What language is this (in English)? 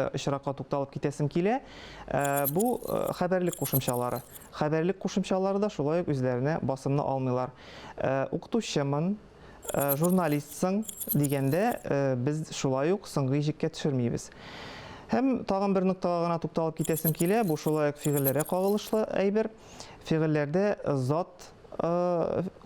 Tatar